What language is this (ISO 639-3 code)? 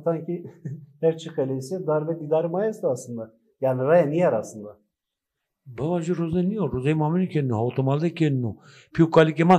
zza